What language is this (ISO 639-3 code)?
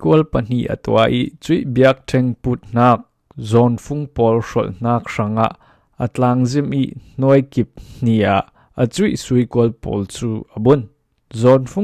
cfm